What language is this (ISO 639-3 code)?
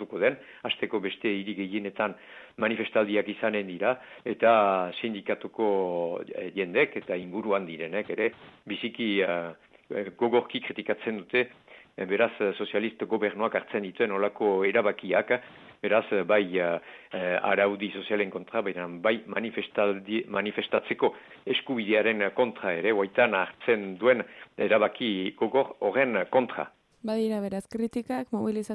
eus